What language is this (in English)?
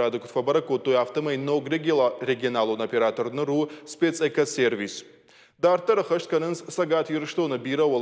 Ossetic